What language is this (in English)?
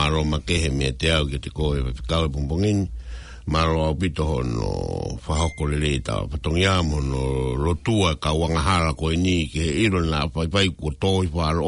Tongan